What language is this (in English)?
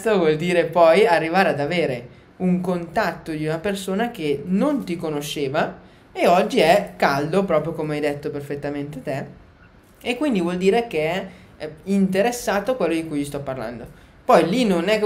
Italian